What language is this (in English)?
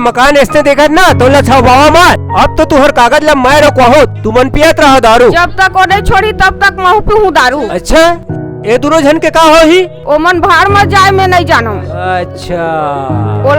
Chhattisgarhi